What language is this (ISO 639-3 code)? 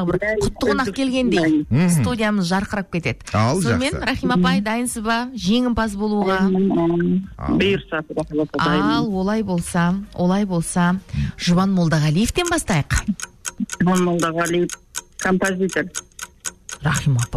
kaz